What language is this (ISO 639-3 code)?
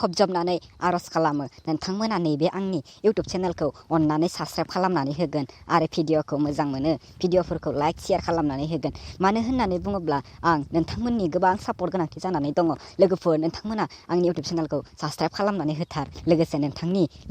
brx